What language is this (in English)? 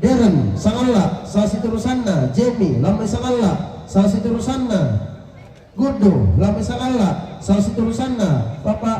Toraja-Sa'dan